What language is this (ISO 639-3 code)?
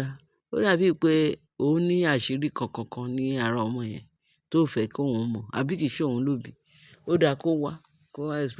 yor